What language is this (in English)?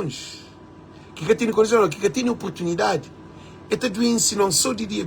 Kabuverdianu